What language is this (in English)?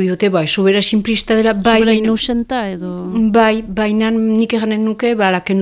Basque